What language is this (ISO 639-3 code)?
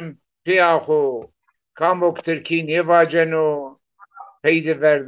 zza